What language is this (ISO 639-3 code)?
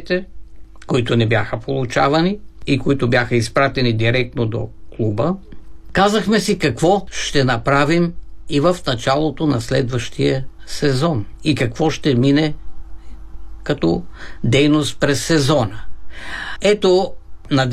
bul